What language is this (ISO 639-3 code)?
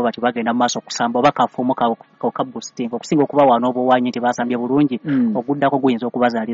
lug